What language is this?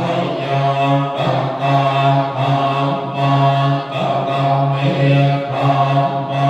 Pali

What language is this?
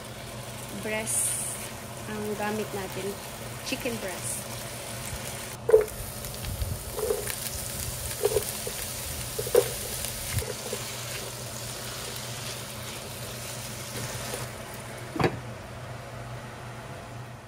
Filipino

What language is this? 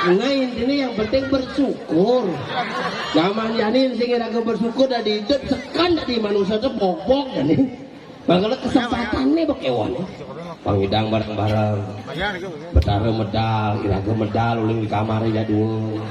Balinese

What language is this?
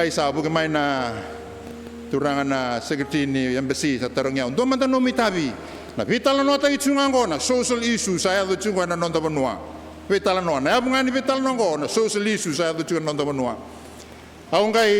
Fijian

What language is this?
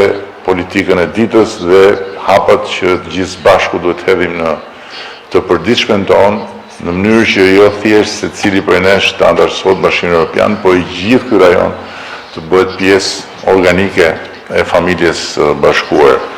Albanian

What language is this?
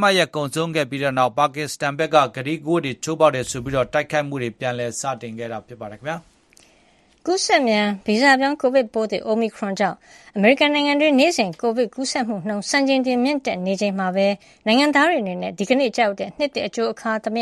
Burmese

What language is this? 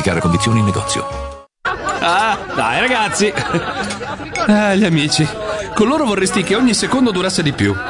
Italian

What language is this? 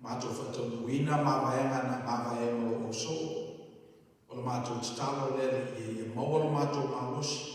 Samoan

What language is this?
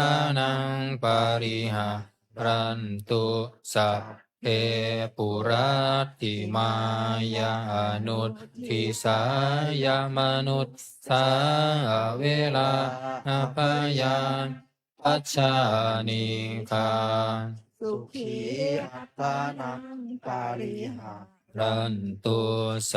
Pali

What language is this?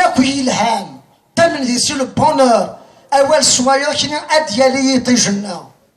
Kabyle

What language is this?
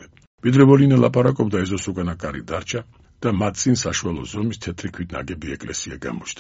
Georgian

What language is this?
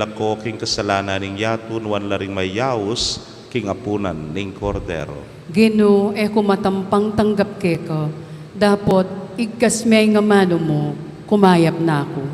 Pampanga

